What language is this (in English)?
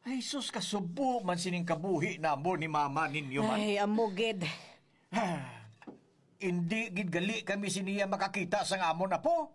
Hiligaynon